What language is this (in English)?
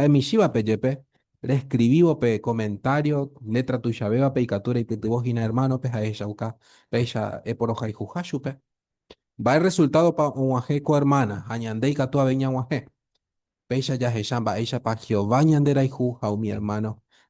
Guarani